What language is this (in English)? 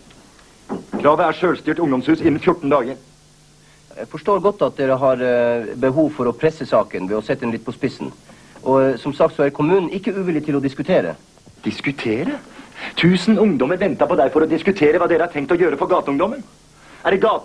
Norwegian